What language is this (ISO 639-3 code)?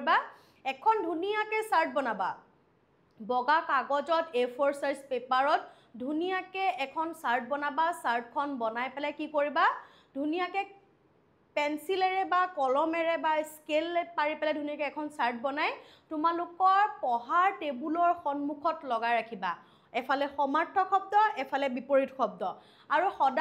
asm